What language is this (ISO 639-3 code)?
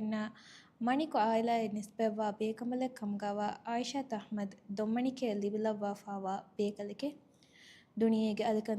div